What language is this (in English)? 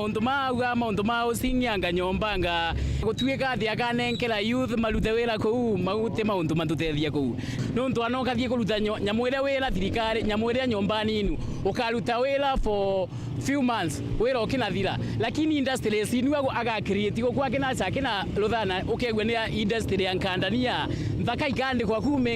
Meru